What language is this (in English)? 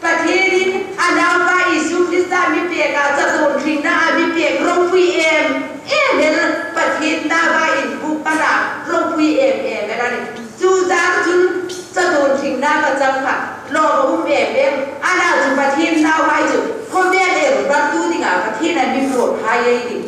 Hmar